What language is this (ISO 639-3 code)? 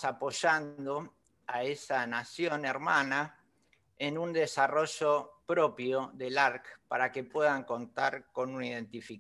spa